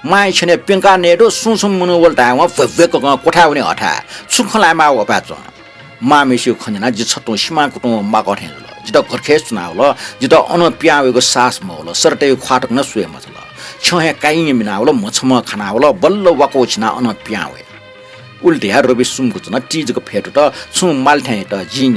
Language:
Newari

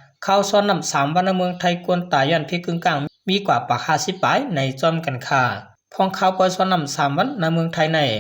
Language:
Shan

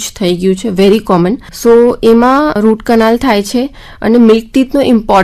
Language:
Gujarati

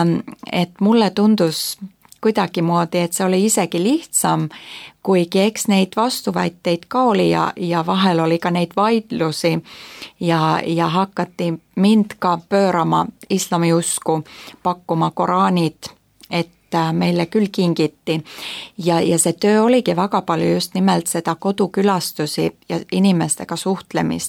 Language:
Estonian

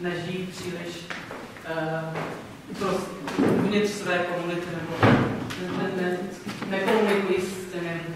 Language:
Czech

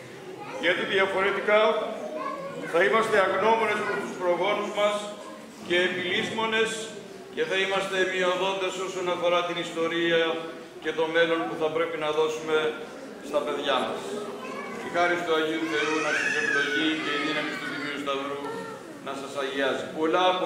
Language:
Greek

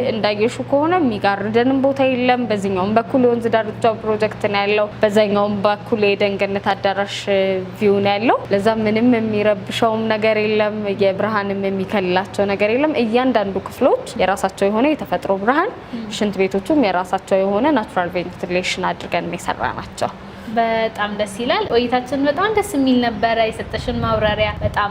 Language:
Amharic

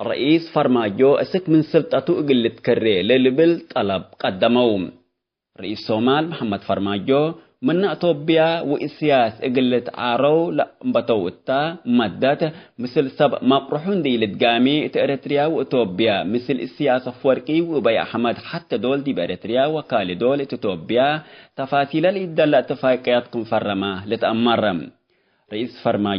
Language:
Tigre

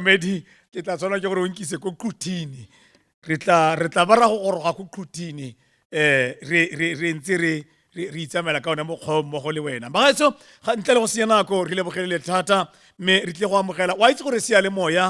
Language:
Tswana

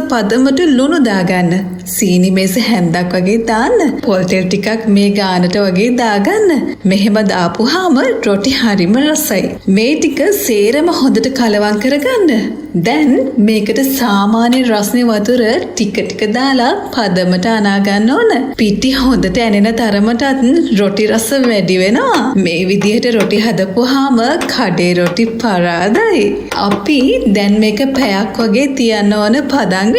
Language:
Sinhala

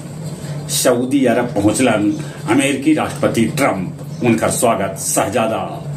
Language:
Magahi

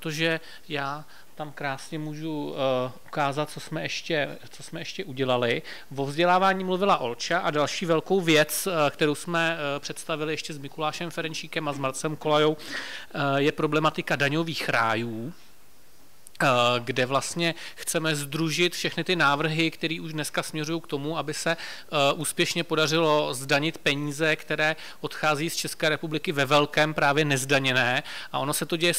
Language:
Czech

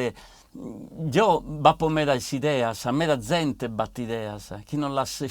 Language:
Sardinian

